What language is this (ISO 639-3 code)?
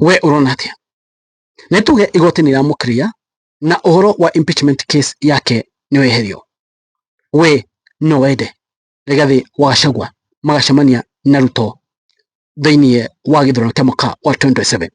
kik